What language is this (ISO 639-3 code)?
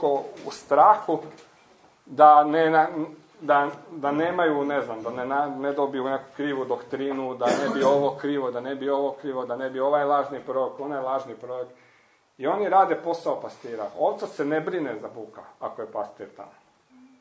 hrv